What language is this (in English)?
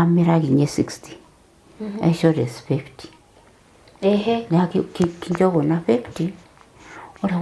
Masai